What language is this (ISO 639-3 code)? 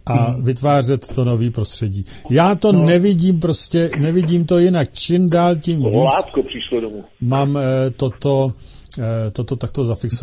ces